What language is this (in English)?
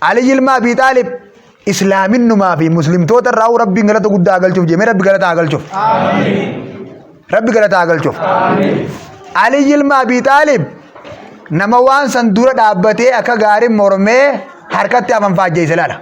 Oromo